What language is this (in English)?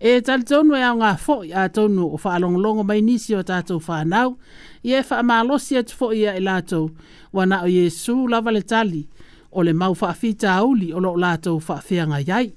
Samoan